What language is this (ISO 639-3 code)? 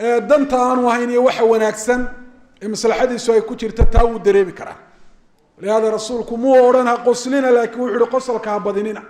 som